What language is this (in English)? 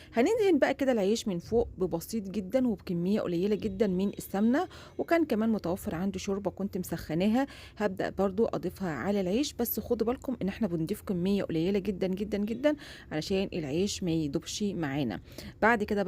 Egyptian Arabic